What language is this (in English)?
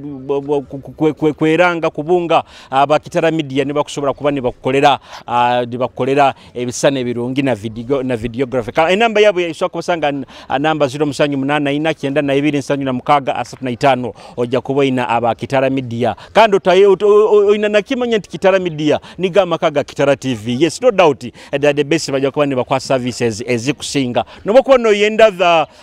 Nyoro